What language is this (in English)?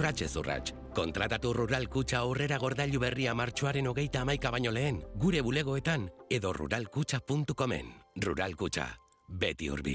Basque